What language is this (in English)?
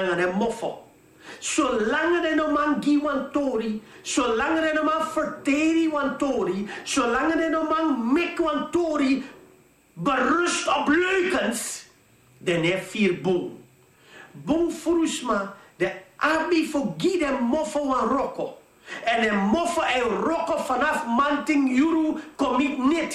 Sranan Tongo